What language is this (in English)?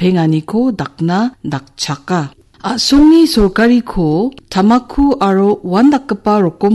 Garo